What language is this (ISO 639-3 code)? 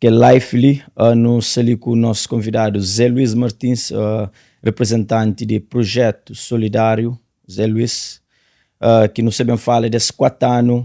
kea